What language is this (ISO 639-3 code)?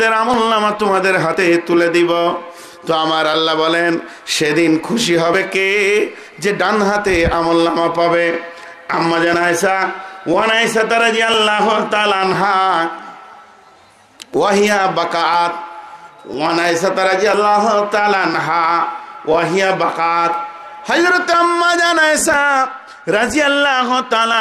ben